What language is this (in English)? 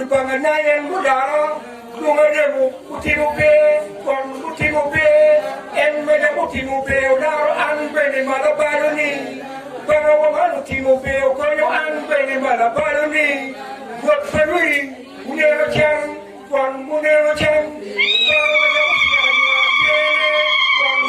Acoli